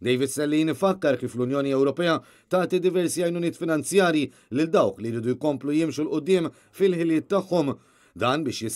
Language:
Maltese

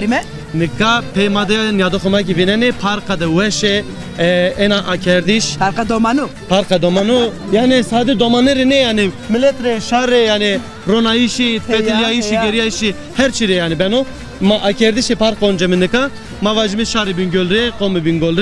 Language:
Zaza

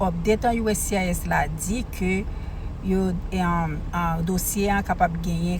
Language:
Haitian Creole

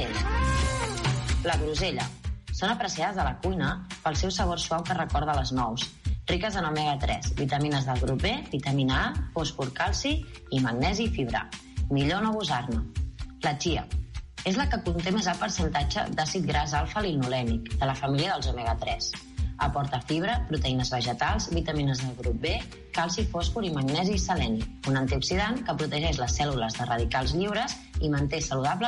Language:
Catalan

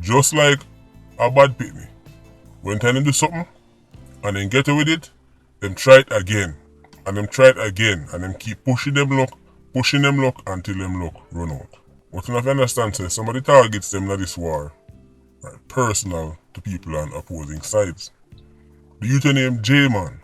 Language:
Jamaican Creole English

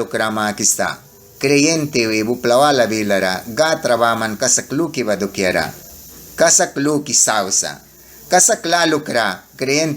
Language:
Mískito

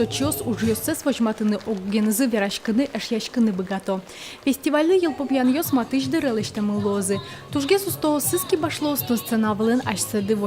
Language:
Udmurt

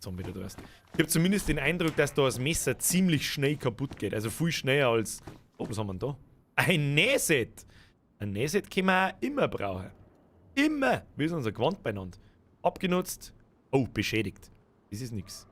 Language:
Bavarian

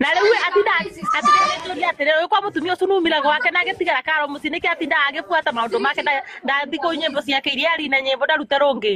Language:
Kikuyu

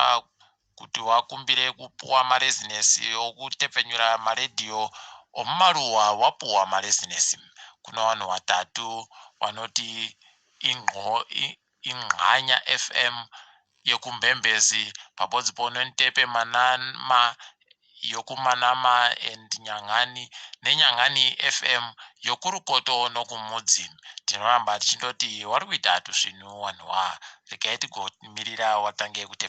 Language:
Ndau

